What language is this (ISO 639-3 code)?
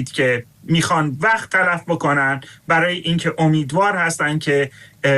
fas